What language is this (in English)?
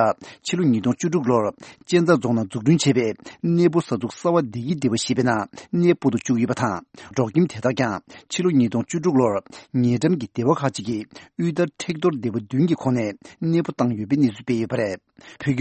Tibetan